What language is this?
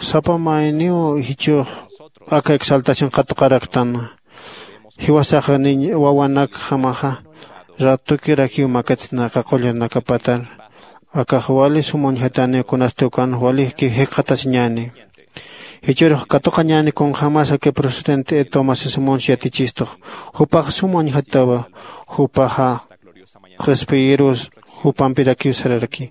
Aymara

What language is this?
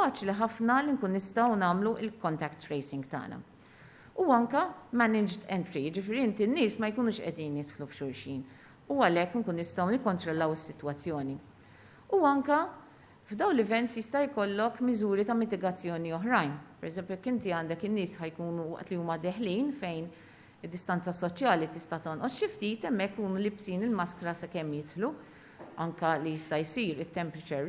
Maltese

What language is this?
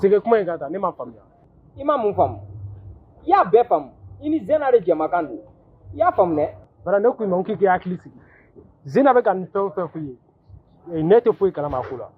Bambara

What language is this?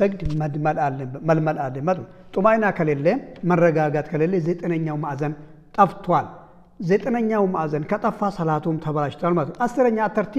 Amharic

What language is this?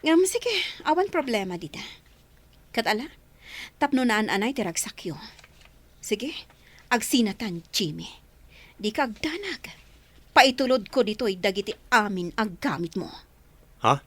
Iloko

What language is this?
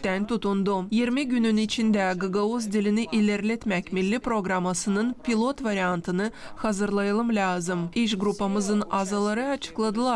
Gagauz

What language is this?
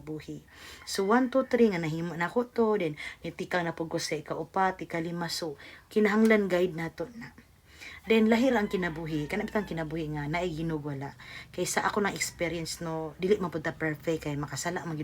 Cebuano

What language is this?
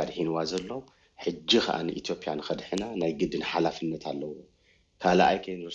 Tigrinya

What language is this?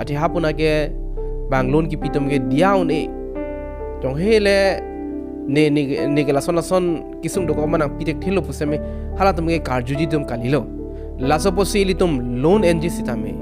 Karbi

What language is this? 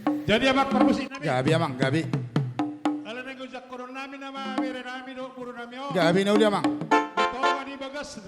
Batak Toba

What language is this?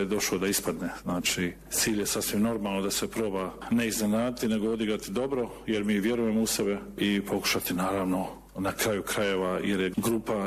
Bosnian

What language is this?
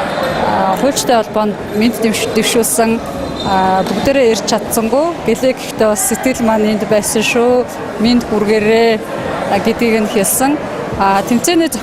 Mongolian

